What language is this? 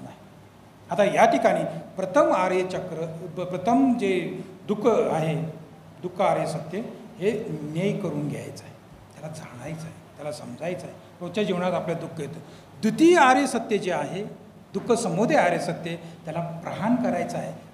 Marathi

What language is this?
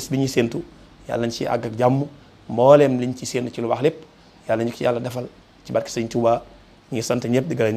Wolof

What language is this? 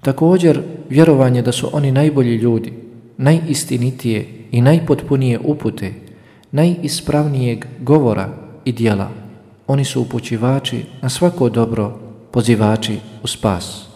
Bosnian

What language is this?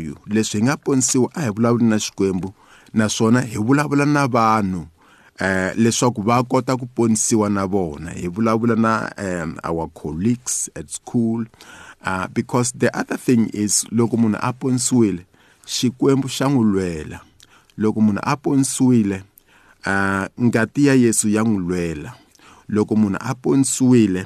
Tsonga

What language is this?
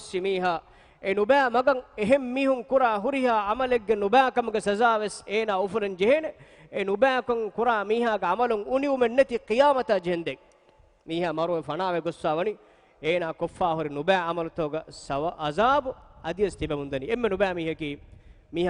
Divehi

